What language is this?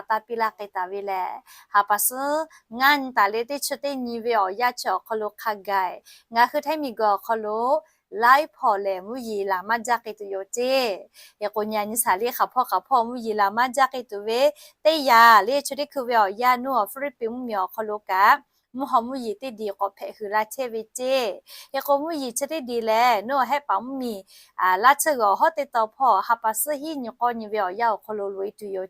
Lahu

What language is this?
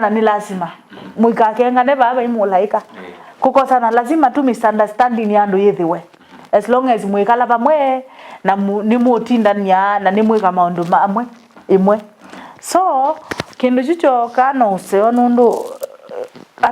Kamba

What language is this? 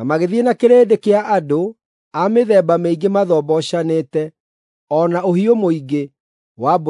Kikuyu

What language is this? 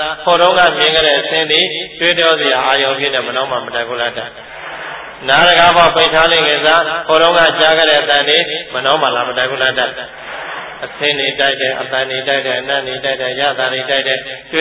Burmese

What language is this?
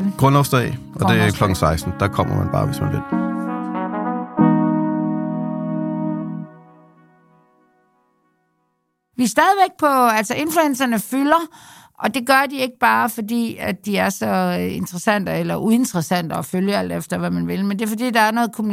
Danish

